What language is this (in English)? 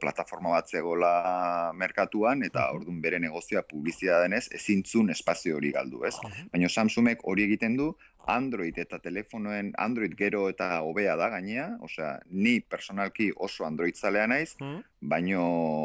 Basque